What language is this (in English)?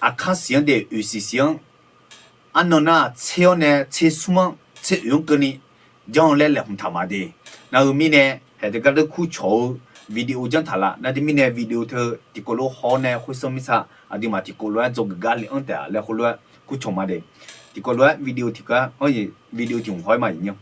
Akha